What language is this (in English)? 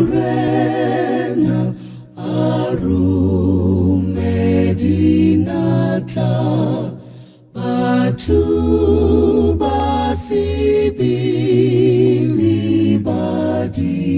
Southern Sotho